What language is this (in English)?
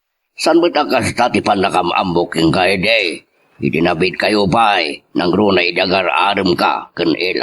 Iloko